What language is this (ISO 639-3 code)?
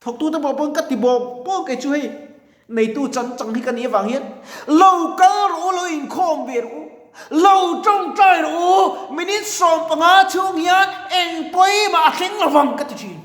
lus